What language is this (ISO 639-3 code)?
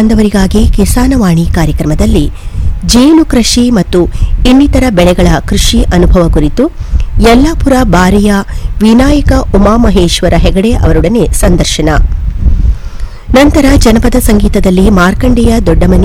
kan